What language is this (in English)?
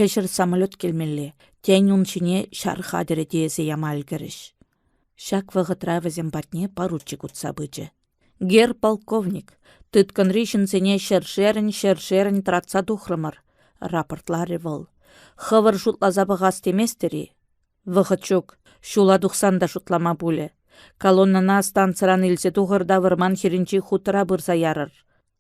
Chuvash